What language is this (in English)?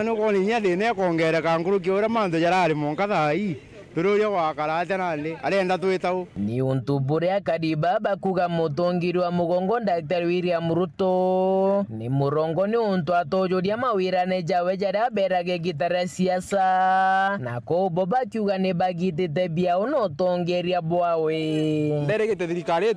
Meru